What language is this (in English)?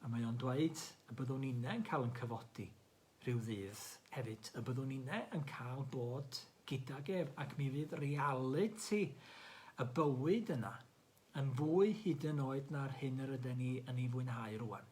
Welsh